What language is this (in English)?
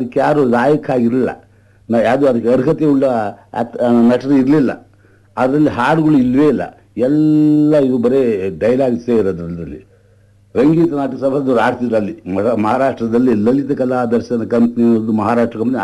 Kannada